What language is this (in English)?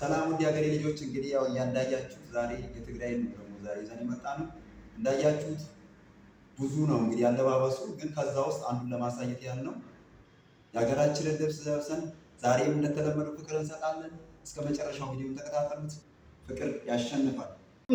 Amharic